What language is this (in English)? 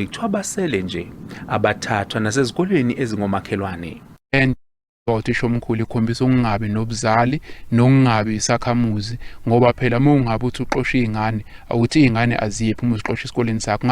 Zulu